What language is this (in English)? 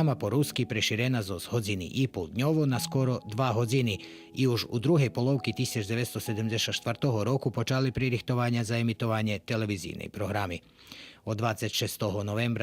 Rusyn